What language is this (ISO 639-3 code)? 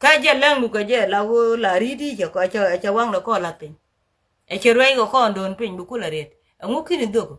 nus